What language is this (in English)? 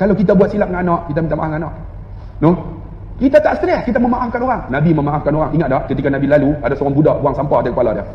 Malay